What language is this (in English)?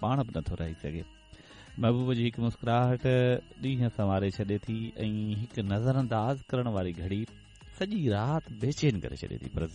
Sindhi